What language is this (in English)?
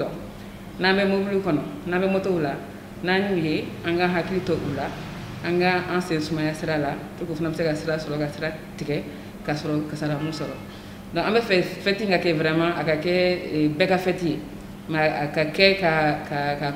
Bambara